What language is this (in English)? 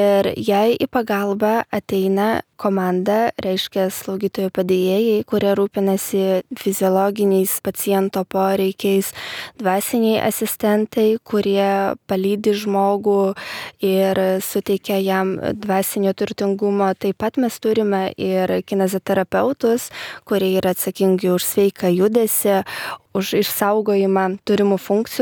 Lithuanian